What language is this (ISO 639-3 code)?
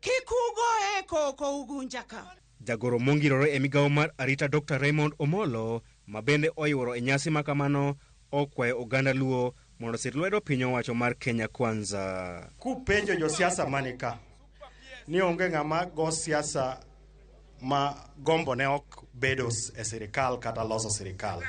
luo